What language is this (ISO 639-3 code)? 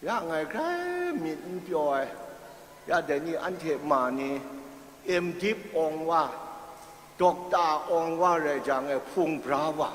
kac